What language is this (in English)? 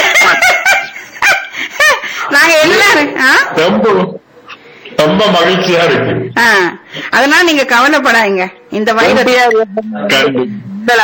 Tamil